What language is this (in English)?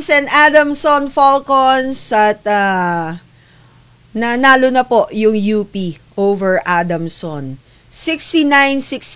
Filipino